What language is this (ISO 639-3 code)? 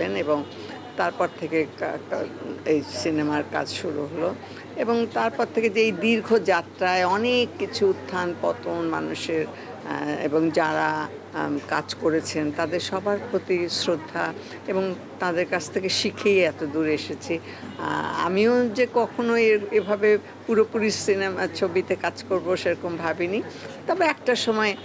ben